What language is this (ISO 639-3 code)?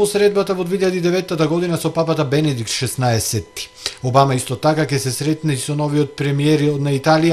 mkd